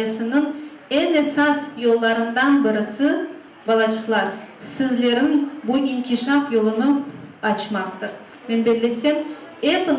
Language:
Crimean Tatar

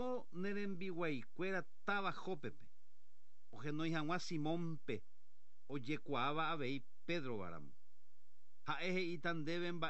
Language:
Guarani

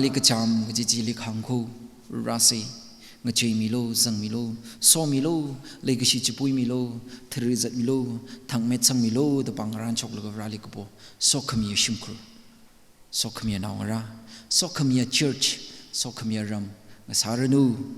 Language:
Tangkhul Naga (India)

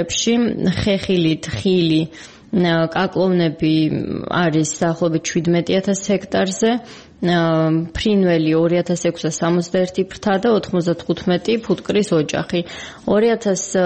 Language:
Georgian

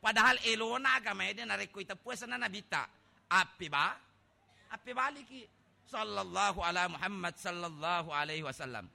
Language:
Buginese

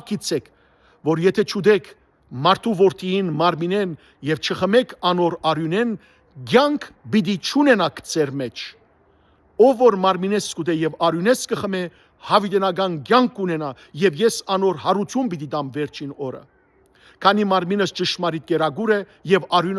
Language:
Western Armenian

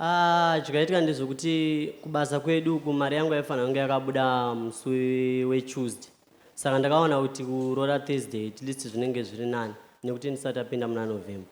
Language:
Shona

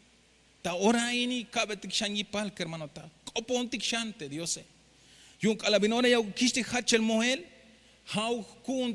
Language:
Tzeltal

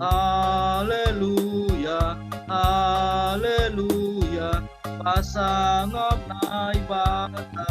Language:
Batak Simalungun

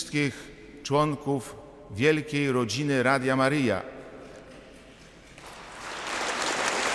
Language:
Polish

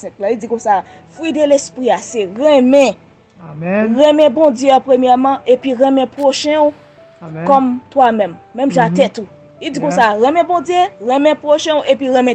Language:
Haitian Creole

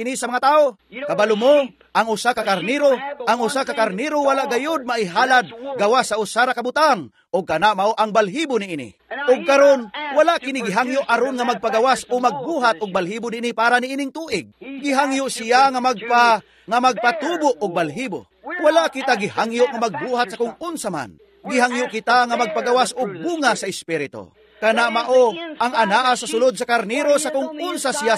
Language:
Cebuano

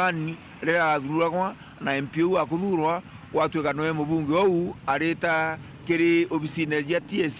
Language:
Meru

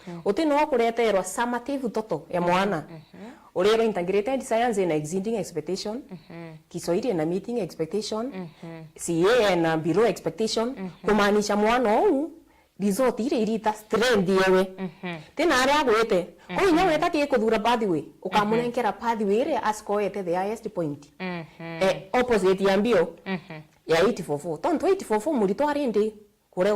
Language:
Meru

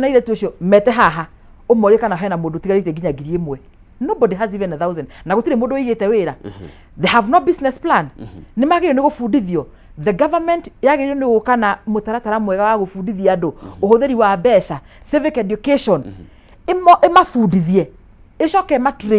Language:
Kikuyu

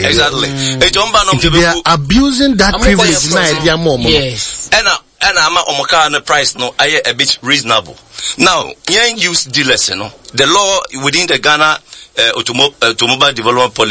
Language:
Akan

